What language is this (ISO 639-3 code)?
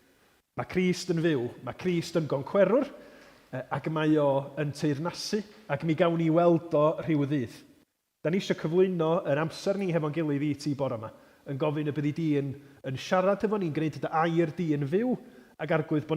cym